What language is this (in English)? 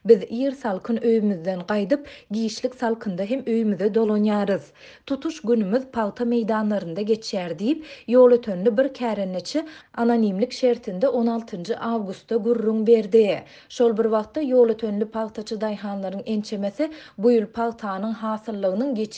Turkmen